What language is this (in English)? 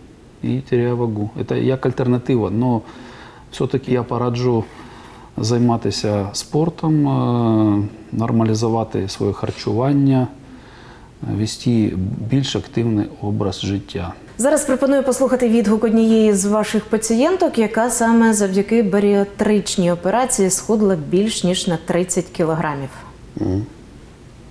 Ukrainian